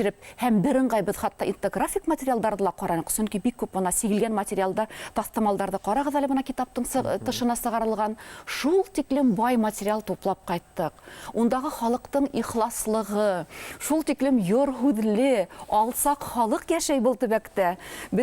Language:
Bashkir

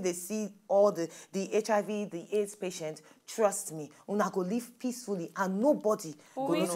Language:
Nigerian Pidgin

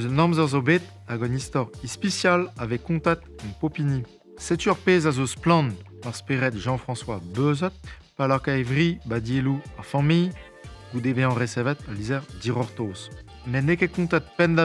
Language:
Breton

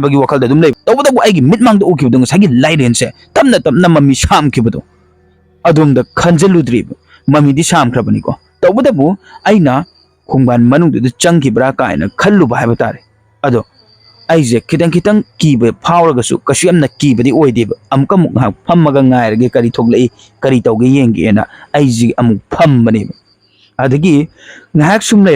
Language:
Manipuri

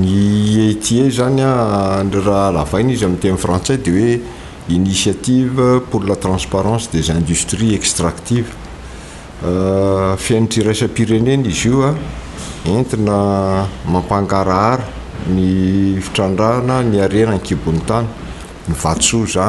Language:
Malagasy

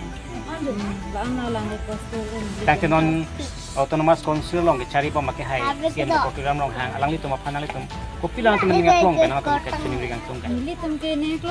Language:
Karbi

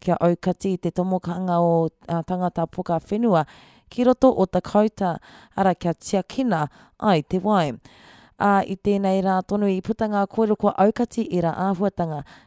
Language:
Māori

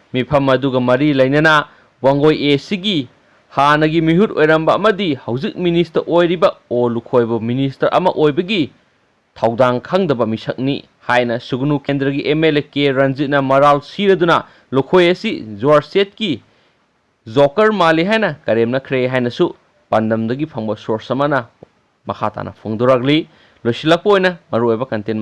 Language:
Manipuri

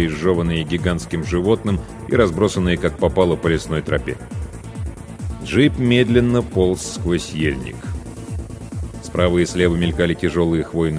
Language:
Russian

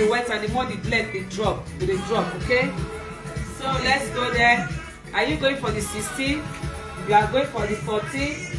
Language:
Nigerian Pidgin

